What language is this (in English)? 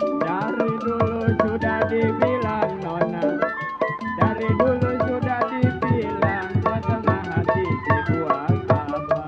Betawi